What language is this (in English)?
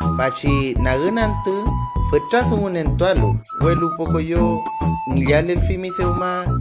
Mapuche